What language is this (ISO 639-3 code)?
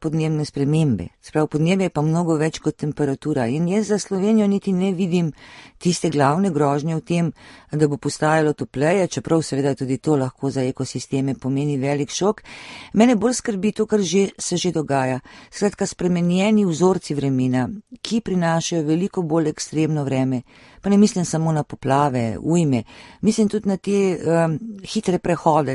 slv